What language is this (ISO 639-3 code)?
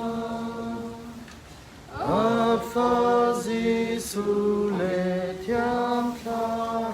cnh